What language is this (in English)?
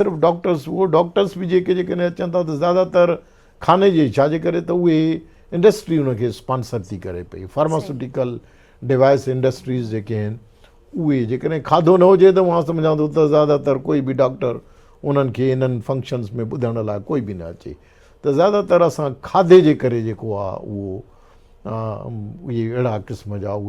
Sindhi